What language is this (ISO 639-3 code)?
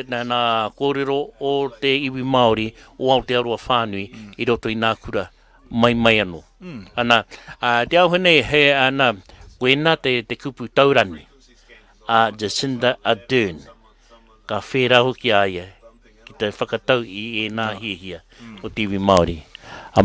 mri